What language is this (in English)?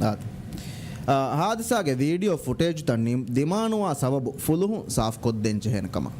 Divehi